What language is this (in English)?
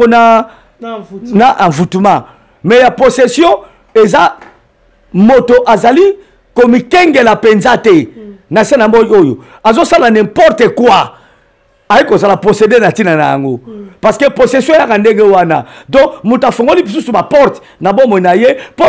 Lingala